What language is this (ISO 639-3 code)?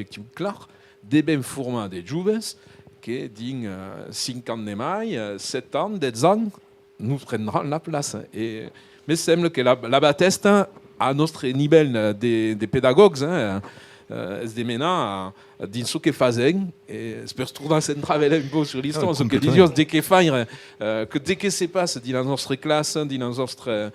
oci